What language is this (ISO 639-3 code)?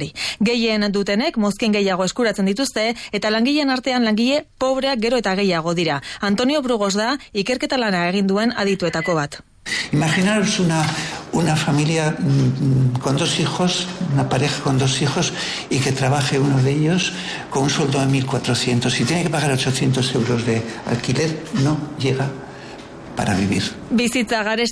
eus